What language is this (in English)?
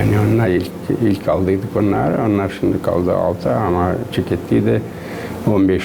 Gagauz